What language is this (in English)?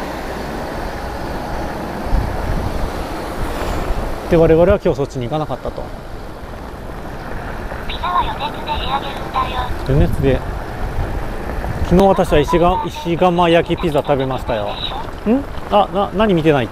Japanese